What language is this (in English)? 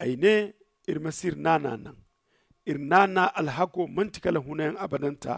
Zarma